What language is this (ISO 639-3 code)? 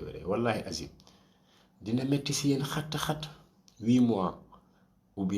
wol